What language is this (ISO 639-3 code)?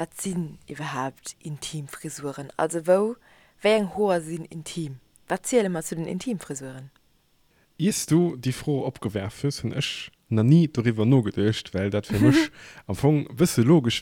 ltz